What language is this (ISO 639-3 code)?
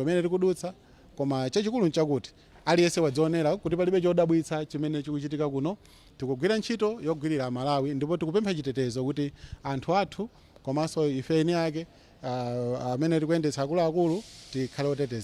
nya